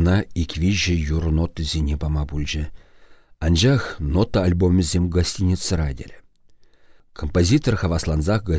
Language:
Chuvash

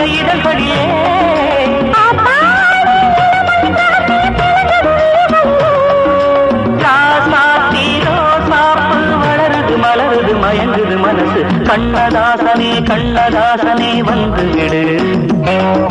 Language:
Tamil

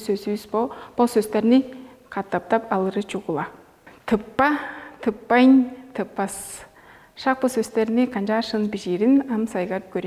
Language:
Tuvinian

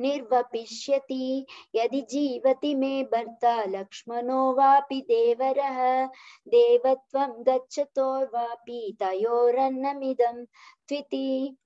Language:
Sanskrit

